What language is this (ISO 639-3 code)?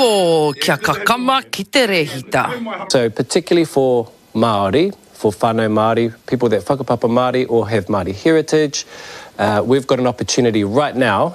mri